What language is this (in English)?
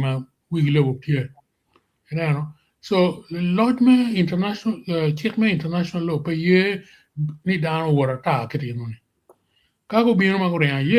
Acoli